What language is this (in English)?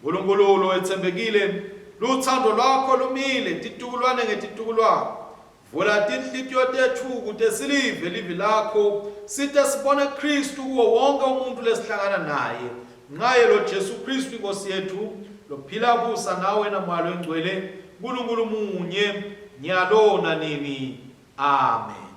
Swati